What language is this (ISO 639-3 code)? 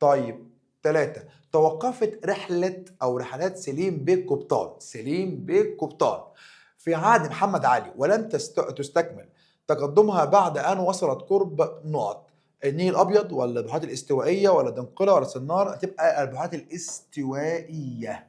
arz